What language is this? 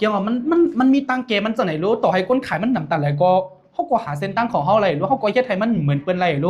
Shan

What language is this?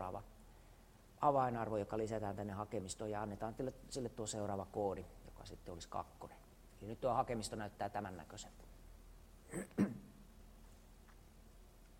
Finnish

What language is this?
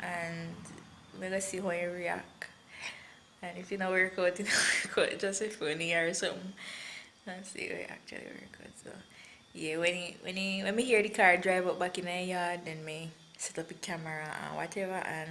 Jamaican Creole English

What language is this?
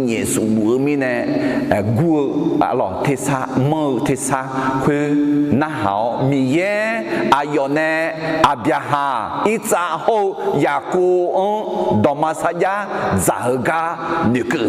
Akha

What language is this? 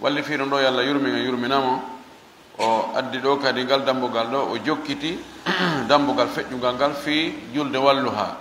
Fula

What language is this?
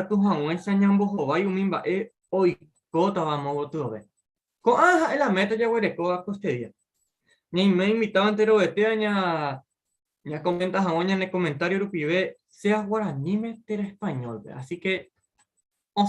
Guarani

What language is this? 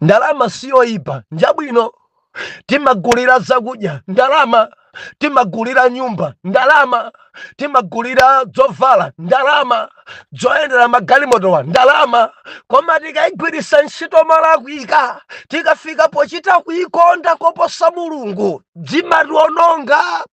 Nyanja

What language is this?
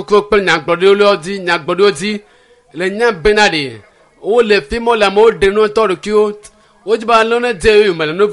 Ewe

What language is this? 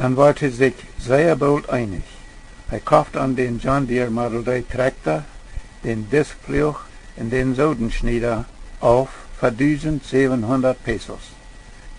Plautdietsch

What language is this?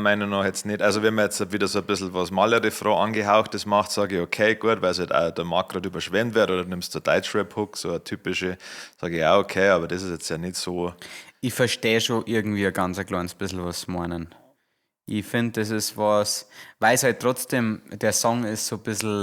Bavarian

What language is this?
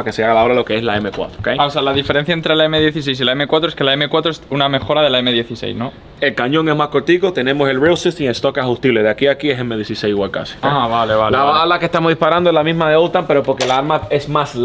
Spanish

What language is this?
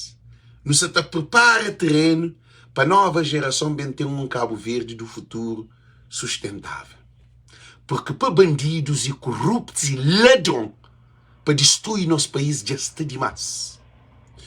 Kabuverdianu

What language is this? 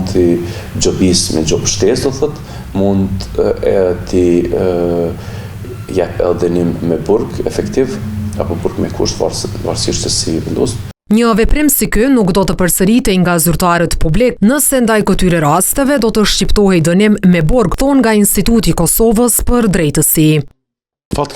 Albanian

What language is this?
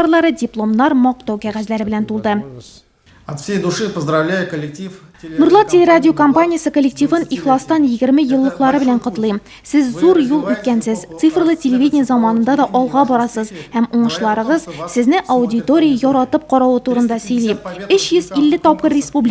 Tatar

